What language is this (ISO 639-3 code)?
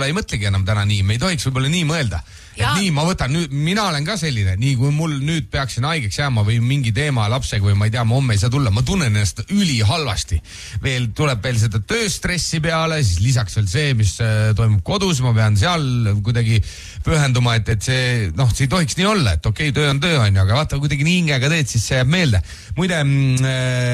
est